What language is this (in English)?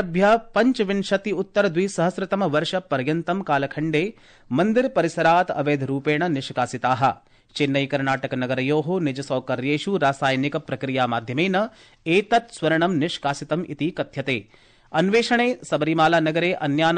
Sanskrit